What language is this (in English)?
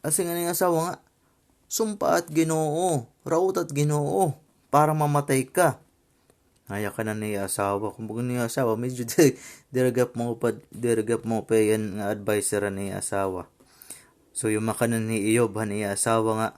Waray